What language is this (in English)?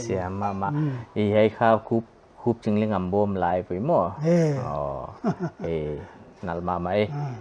Paite Chin